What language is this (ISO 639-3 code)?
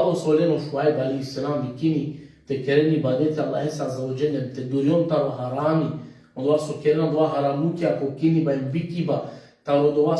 rmn